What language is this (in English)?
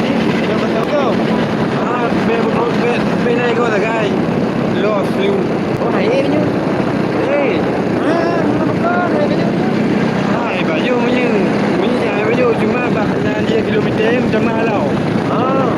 Achinese